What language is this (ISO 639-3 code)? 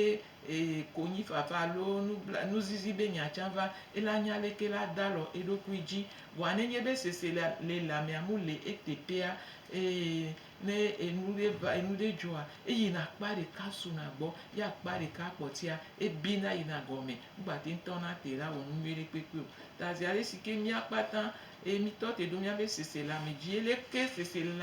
gej